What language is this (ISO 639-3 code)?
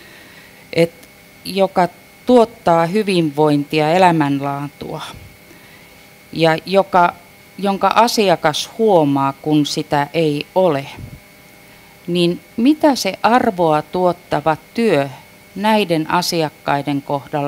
fin